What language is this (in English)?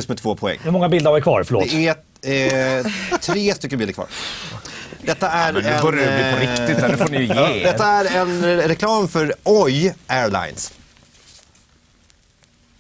Swedish